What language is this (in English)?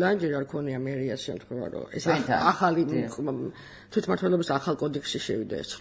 Georgian